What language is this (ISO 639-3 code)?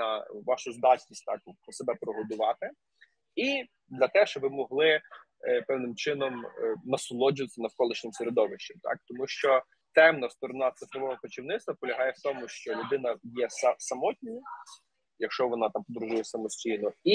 ukr